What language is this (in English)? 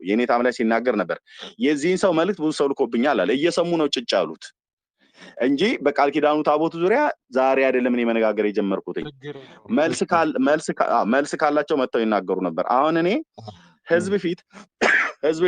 Amharic